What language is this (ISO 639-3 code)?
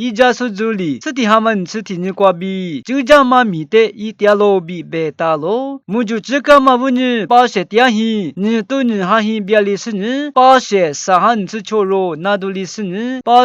lis